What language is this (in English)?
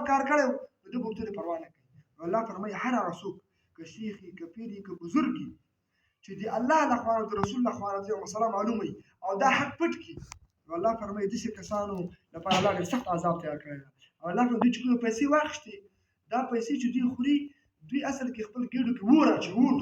Pashto